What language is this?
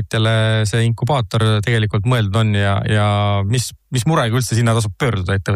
Estonian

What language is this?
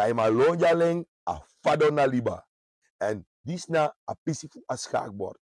Sranan Tongo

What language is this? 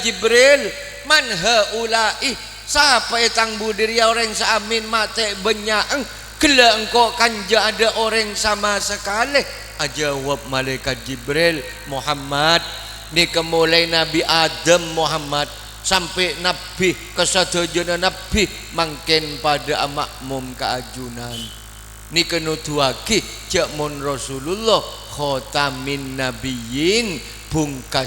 Madurese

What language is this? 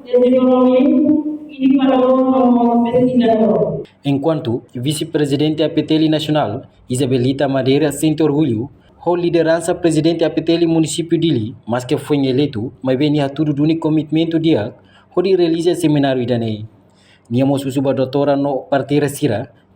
Tetum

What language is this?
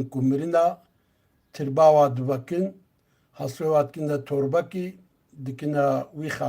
Kurdish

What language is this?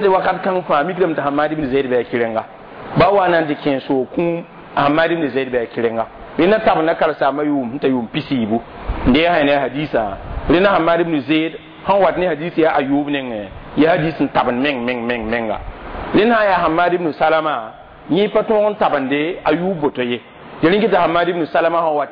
Mossi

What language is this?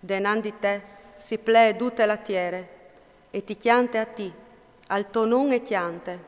Friulian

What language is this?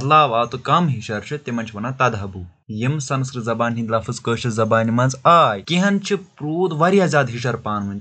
Kashmiri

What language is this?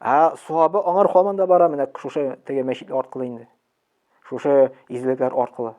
Tatar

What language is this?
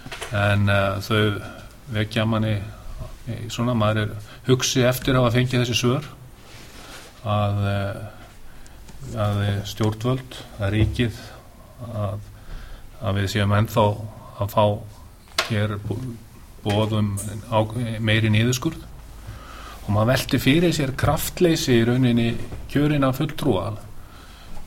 Icelandic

